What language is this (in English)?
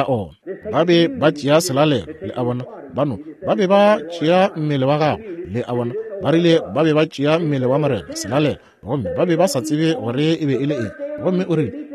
Northern Sotho